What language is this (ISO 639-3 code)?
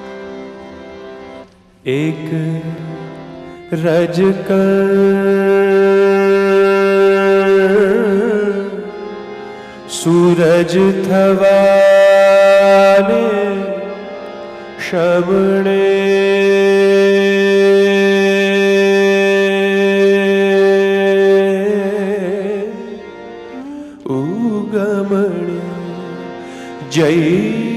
guj